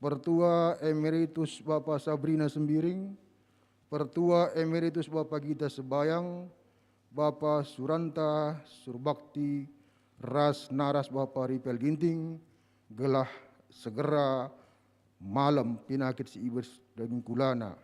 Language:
Batak Karo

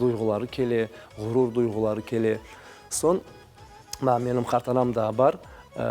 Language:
Crimean Tatar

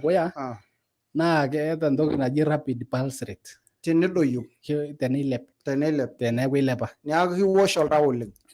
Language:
Masai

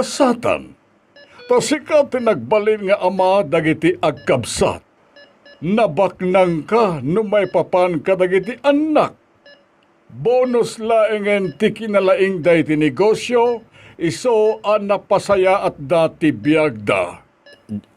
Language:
Iloko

